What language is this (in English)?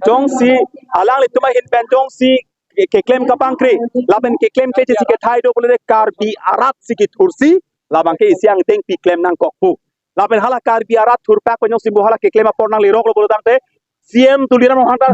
Karbi